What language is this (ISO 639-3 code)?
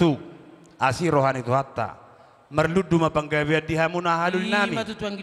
bbc